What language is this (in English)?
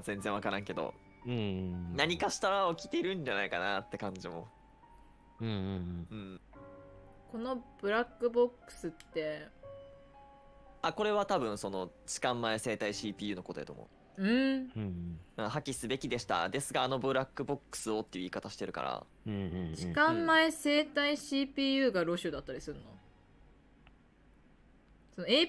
Japanese